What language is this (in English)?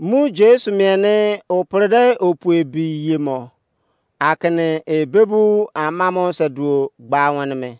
Izon